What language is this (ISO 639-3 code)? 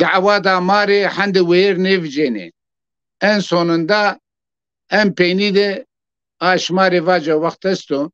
zza